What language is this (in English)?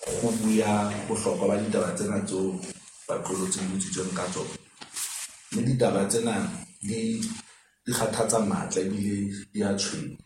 Southern Sotho